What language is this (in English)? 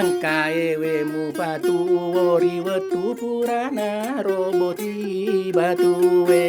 Buginese